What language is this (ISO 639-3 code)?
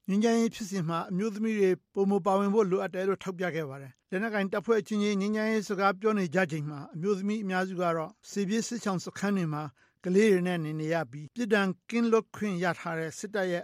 mya